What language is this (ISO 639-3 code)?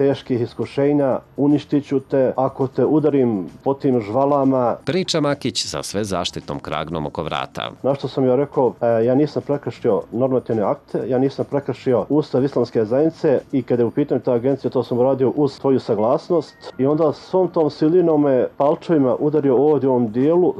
srp